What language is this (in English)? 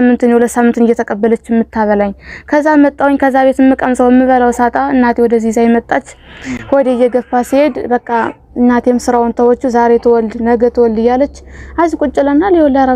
Amharic